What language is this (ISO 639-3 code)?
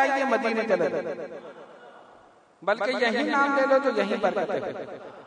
urd